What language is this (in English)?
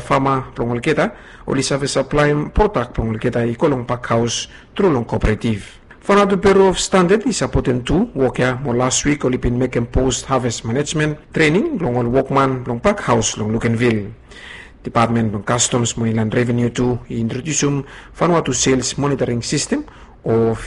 Bislama